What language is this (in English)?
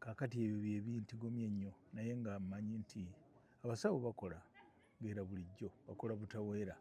Ganda